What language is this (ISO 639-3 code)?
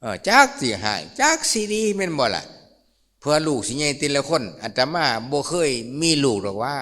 lao